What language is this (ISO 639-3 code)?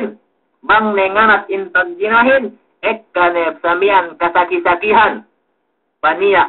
yka